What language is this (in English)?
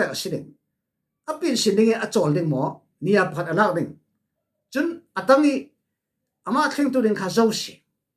Falam Chin